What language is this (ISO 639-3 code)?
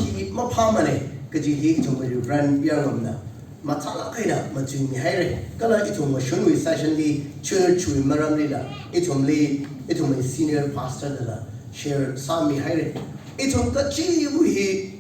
nmf